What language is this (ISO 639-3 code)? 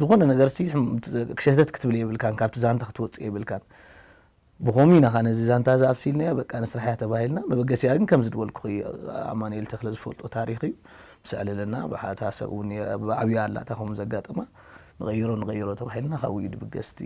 tir